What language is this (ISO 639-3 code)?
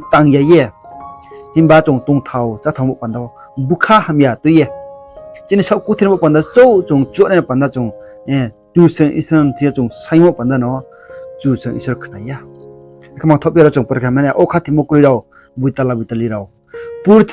ria